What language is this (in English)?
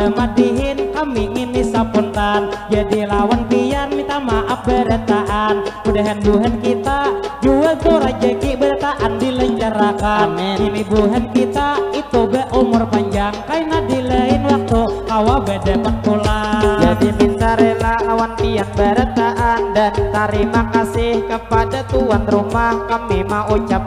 Banjar